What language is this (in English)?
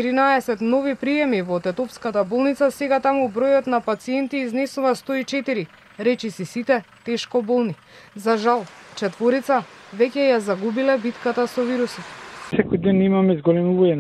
Macedonian